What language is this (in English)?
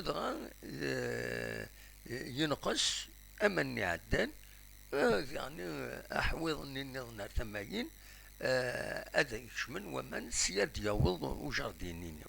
Kabyle